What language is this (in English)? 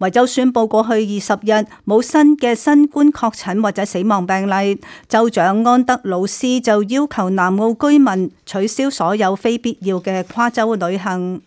Cantonese